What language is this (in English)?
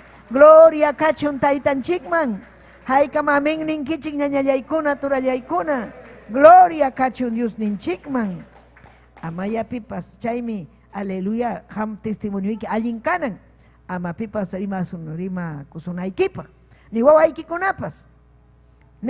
Ayacucho Quechua